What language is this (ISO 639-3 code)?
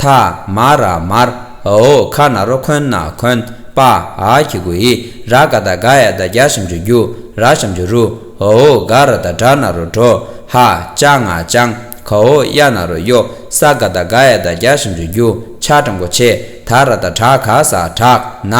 bod